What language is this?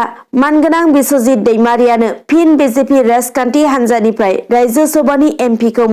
Bodo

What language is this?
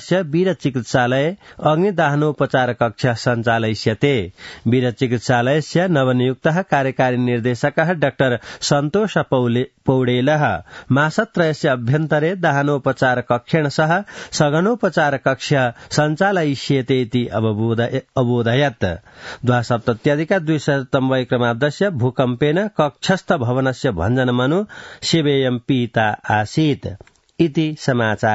Sanskrit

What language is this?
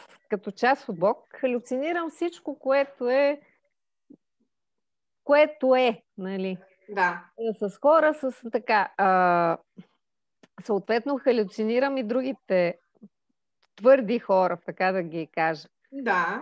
Bulgarian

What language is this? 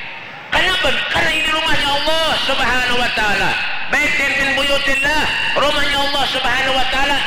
Banjar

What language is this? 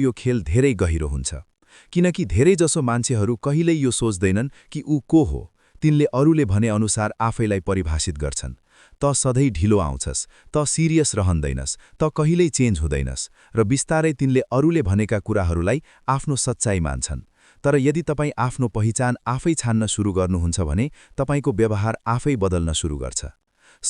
Nepali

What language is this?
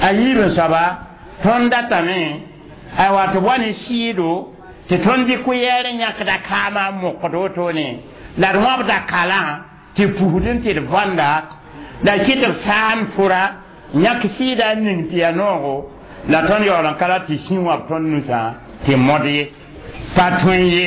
Mossi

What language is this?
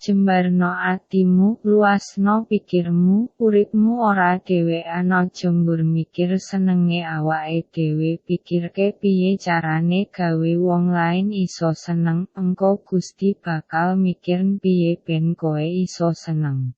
Javanese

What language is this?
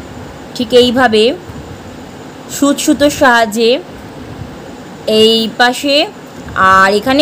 Bangla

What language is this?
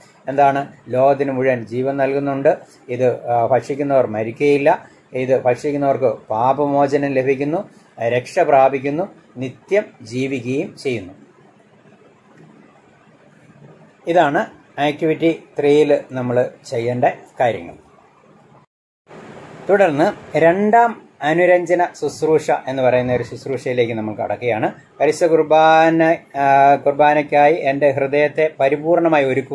Malayalam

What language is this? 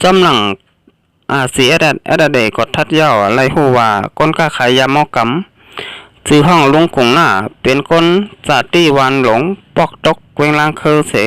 Shan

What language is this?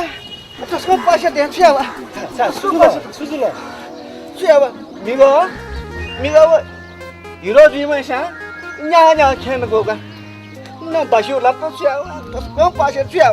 Newari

